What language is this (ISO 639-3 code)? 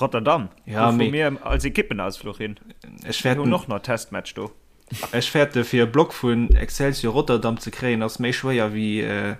ltz